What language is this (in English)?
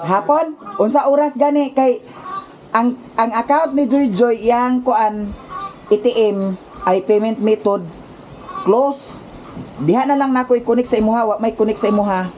Cebuano